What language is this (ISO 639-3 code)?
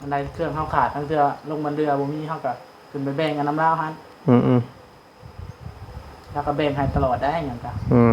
tts